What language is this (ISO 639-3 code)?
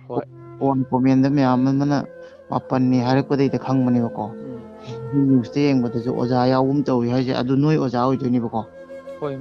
mni